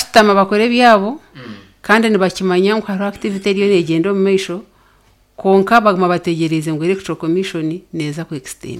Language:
Nyankole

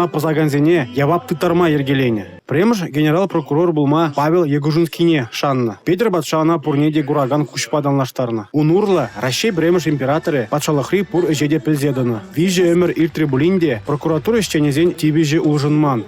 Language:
Chuvash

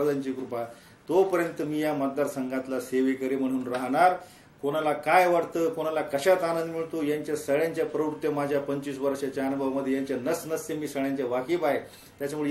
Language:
Marathi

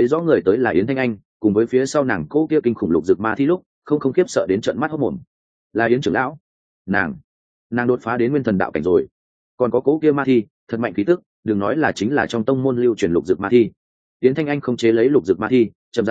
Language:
Vietnamese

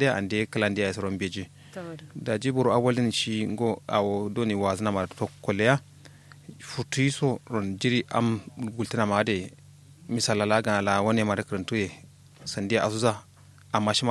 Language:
Kanuri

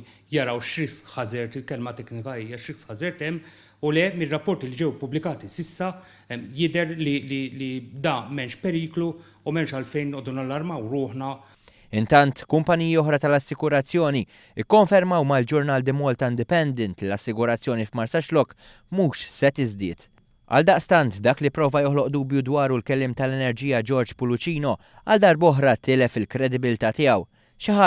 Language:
Maltese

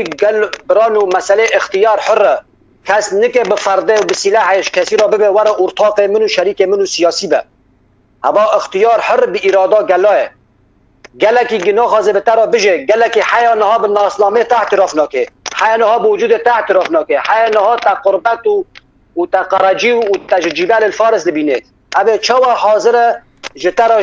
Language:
Kurdish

